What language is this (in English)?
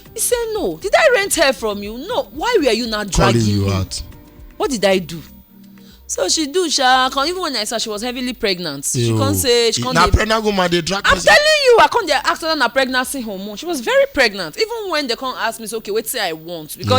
Nigerian Pidgin